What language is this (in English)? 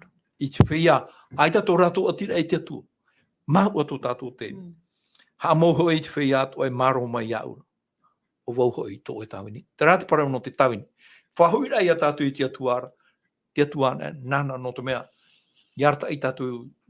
Tahitian